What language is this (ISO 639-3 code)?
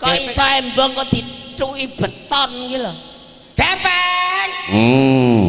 jav